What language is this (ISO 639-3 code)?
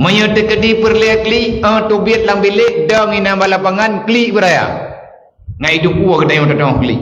ace